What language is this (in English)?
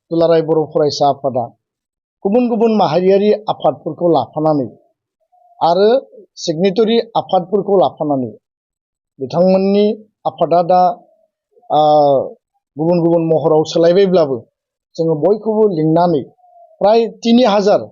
Bodo